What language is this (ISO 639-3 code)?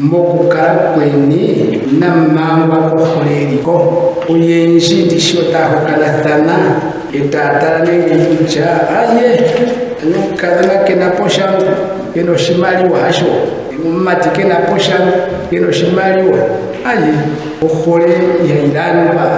ndo